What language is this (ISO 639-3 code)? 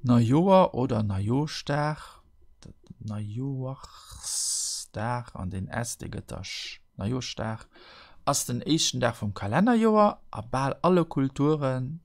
ltz